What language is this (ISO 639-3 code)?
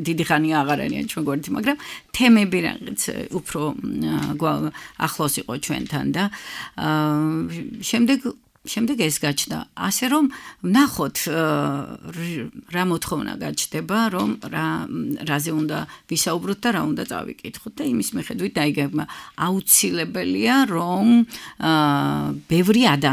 kat